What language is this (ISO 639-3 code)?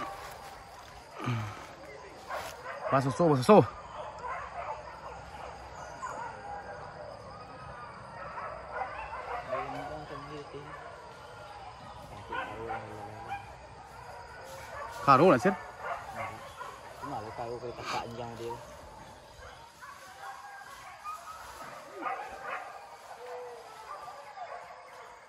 msa